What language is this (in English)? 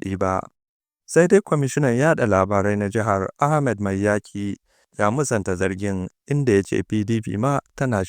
Hausa